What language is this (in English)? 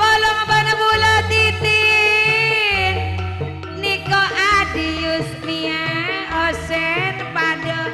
Madurese